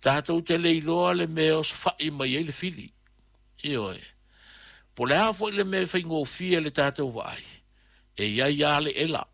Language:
Samoan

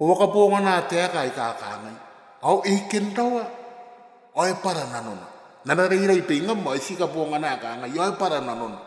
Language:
Gilbertese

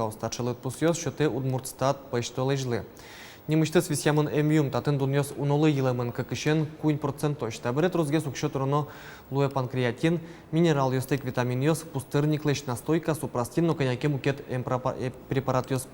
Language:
Udmurt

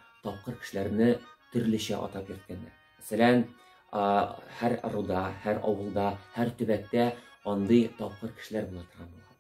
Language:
Tatar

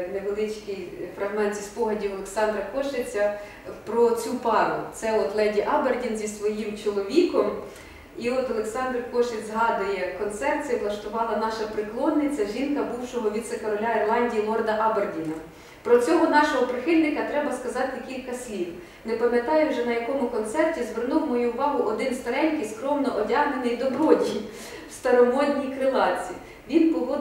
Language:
Ukrainian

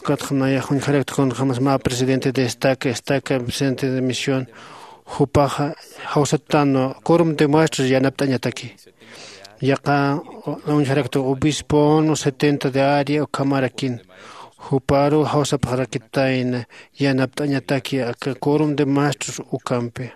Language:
Aymara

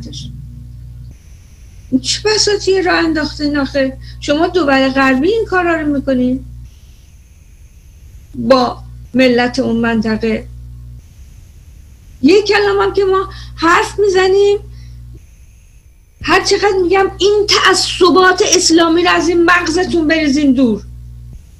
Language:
Persian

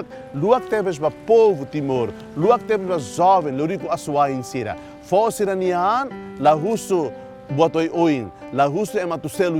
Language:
Tetum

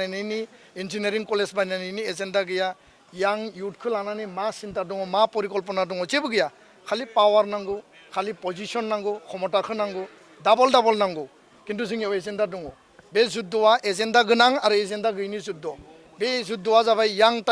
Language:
Bodo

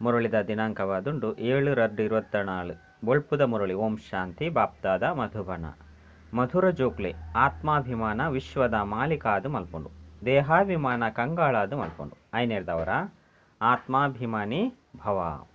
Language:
Tulu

